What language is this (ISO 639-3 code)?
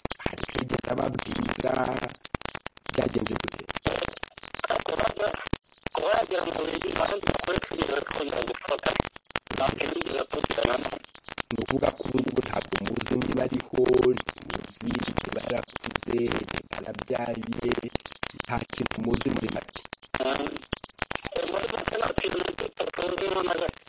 kin